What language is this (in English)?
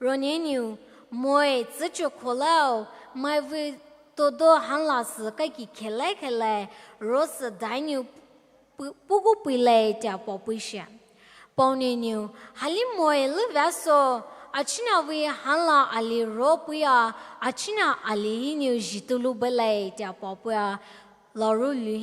Poumei Naga